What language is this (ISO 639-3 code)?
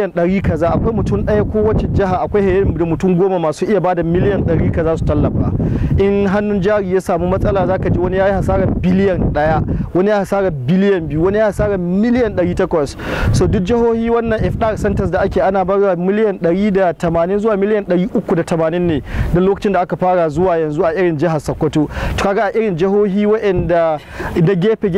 hau